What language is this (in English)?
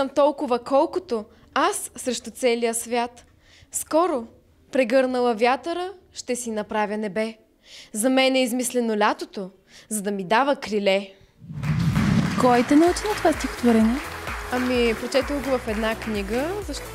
Bulgarian